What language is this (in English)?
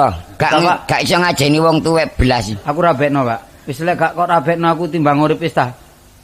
Javanese